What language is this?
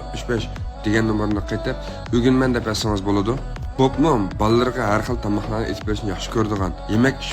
Uyghur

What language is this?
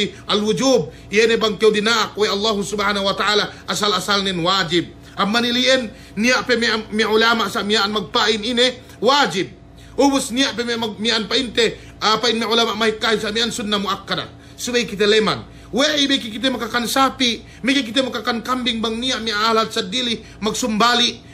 Yakan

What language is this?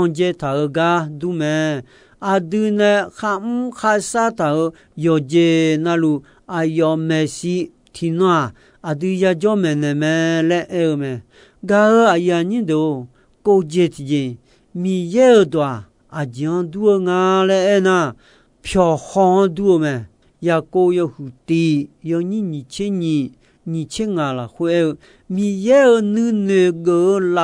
Akha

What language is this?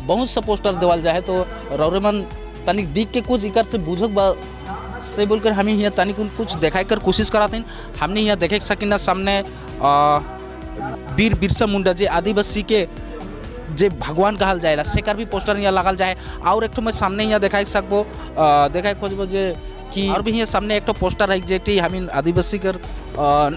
Sadri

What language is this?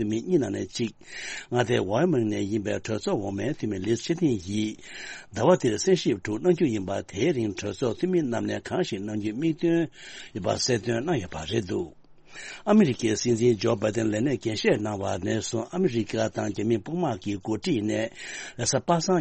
Tibetan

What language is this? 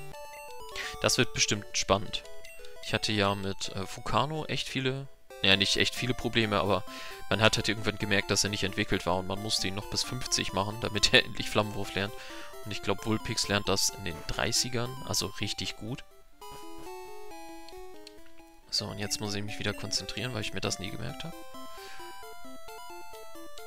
German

